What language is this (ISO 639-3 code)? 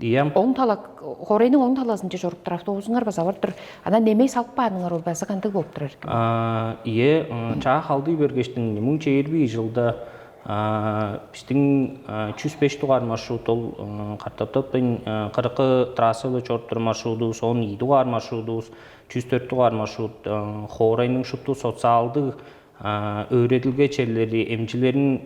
tyv